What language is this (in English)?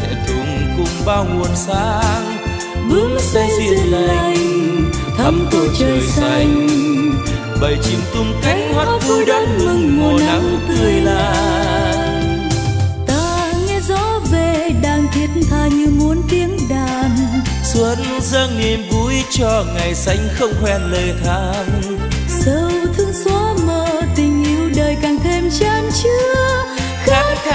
Vietnamese